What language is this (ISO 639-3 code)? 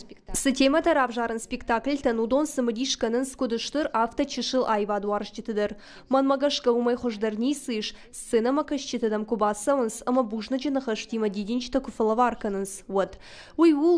oss